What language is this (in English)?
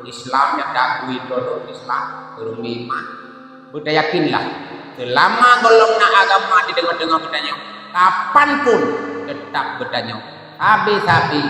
Achinese